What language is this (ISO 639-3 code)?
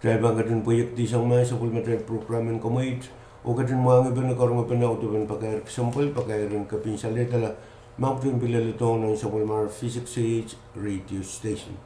pon